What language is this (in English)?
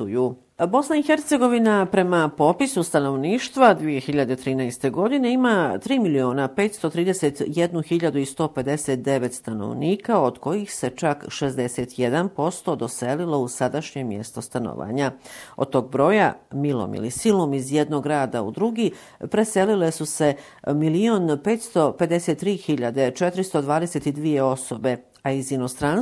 Bosnian